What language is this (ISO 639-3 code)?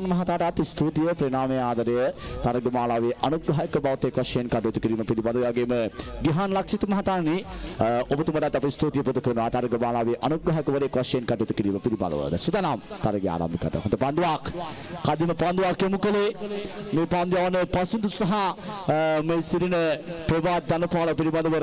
sin